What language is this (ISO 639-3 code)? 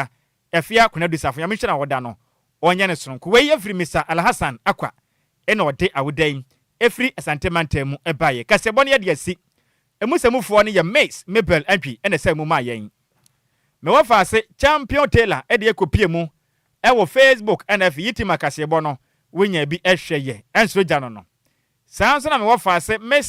aka